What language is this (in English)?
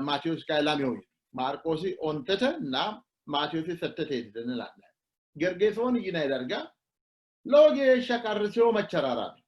Sidamo